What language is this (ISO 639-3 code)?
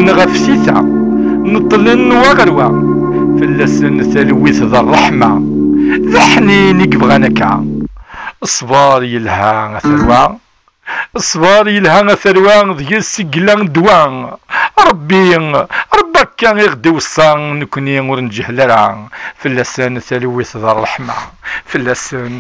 kab